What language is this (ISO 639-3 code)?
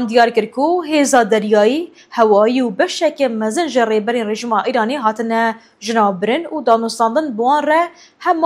kur